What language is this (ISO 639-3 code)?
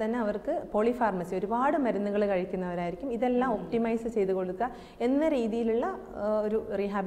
mal